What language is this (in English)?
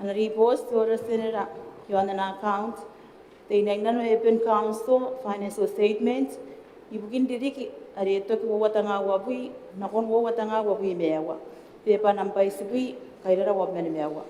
Gilbertese